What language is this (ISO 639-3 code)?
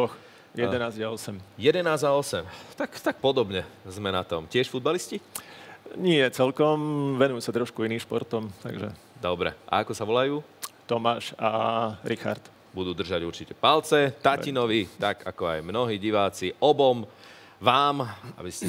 slk